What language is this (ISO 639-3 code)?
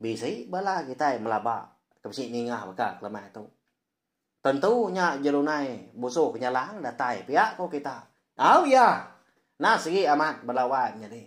iba